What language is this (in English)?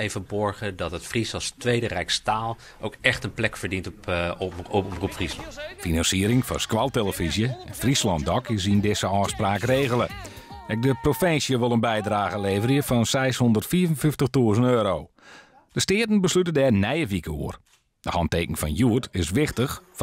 Western Frisian